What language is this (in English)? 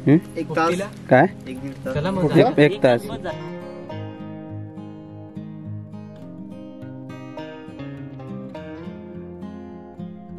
Marathi